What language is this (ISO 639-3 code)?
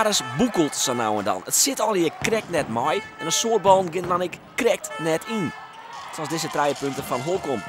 fry